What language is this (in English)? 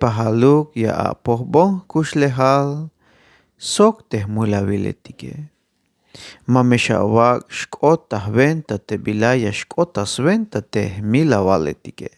Tzeltal